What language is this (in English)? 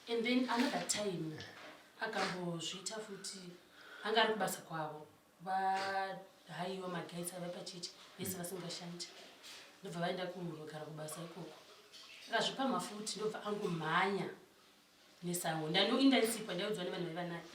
Shona